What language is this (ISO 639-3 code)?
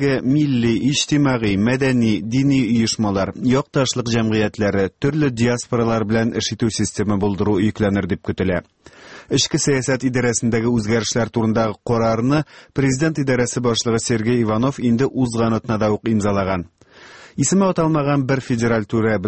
tat